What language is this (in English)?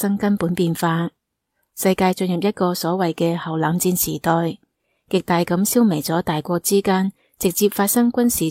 Cantonese